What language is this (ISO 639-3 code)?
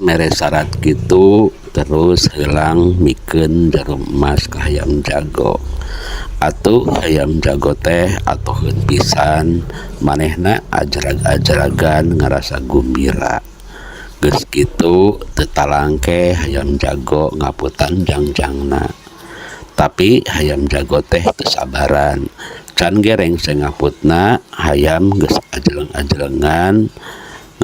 sun